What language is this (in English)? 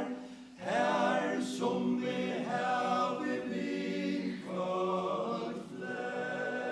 Faroese